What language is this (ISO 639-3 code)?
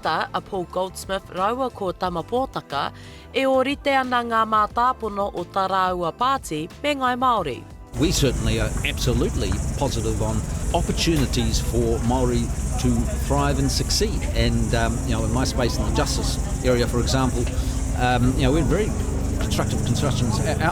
mri